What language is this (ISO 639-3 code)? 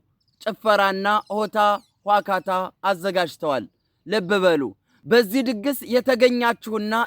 amh